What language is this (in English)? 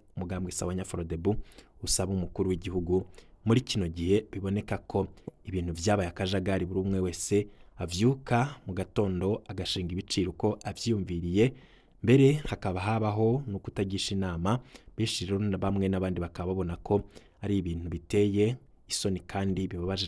Rundi